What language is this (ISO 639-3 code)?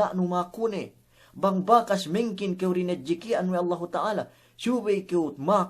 yka